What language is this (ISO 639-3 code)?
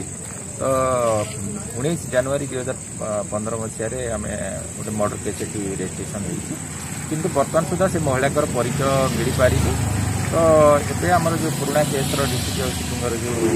ori